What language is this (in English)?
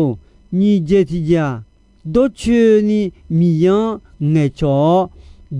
Akha